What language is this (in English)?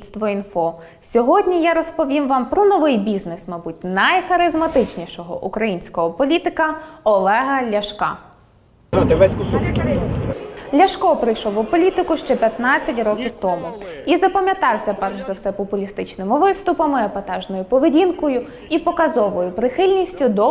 Ukrainian